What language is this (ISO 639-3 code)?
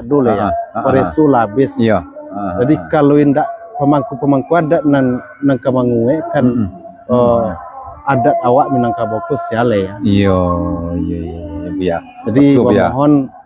min